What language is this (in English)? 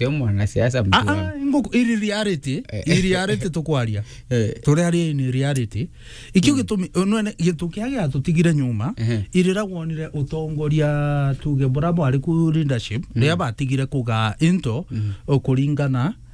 Meru